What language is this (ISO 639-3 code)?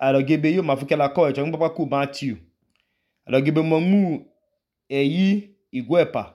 idu